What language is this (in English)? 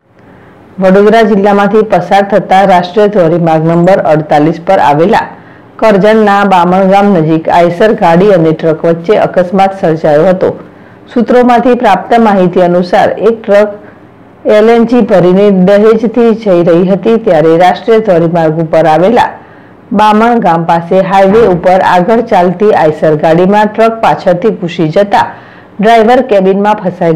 Gujarati